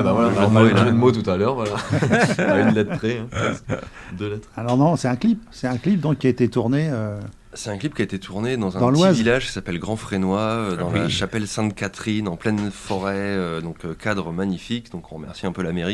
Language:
French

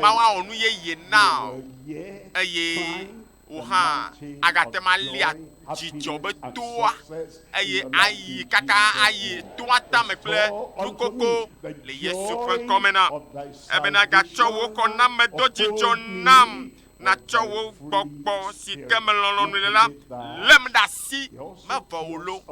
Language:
Ewe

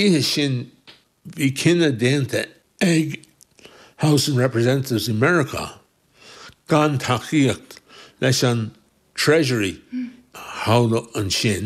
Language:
Irish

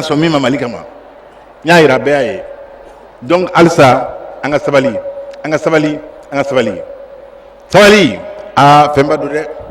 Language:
Bambara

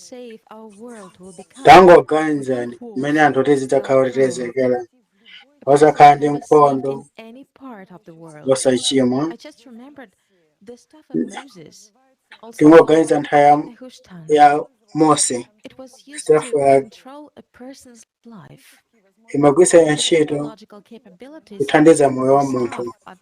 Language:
Nyanja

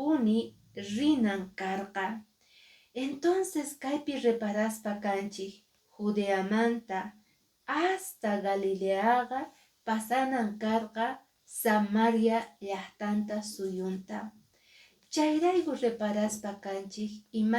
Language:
Quechua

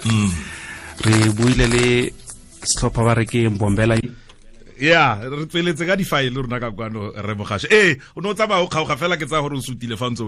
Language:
Tswana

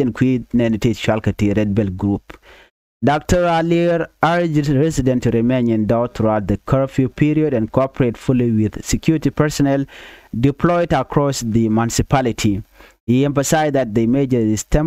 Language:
Nuer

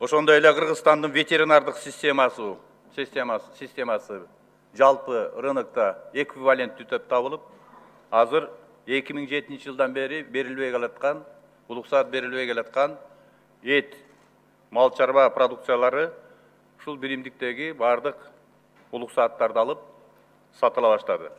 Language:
Kyrgyz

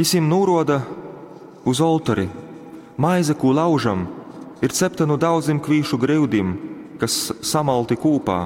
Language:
Latgalian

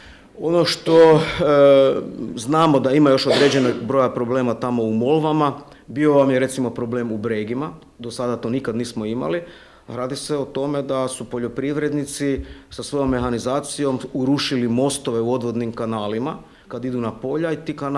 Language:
Croatian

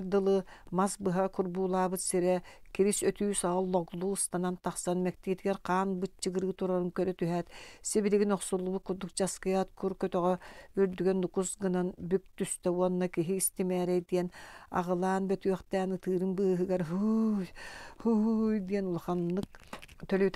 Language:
Yakut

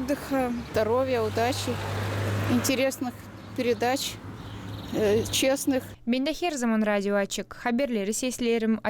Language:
Gagauz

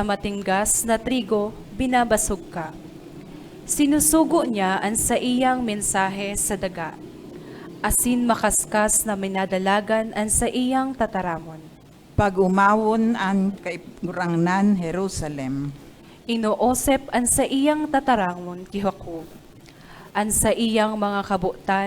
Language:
Bikol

